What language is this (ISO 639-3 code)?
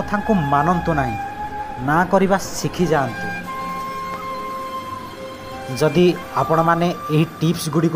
ori